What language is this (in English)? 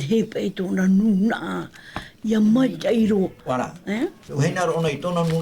Tahitian